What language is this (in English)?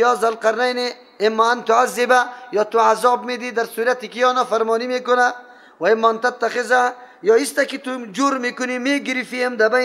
Persian